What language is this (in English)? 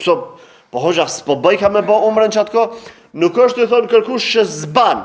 Albanian